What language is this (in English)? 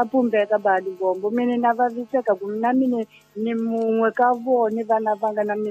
Tsonga